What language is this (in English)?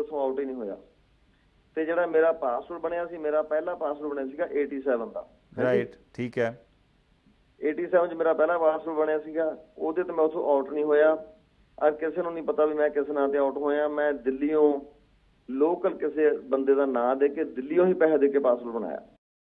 Punjabi